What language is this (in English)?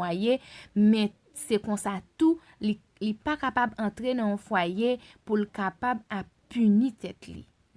Haitian Creole